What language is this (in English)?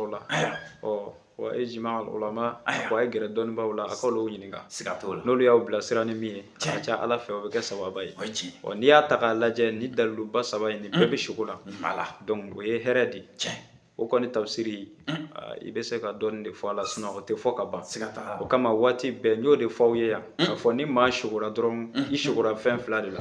Bambara